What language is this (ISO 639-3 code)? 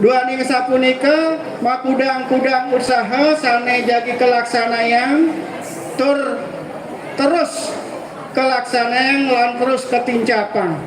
ban